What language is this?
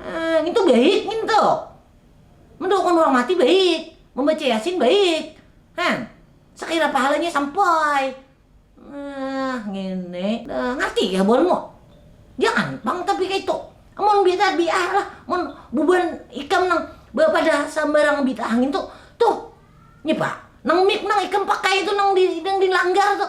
Banjar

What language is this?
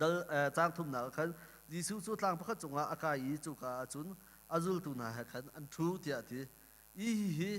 Hakha Chin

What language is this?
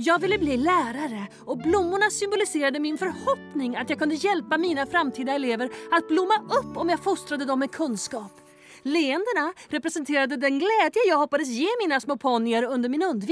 Swedish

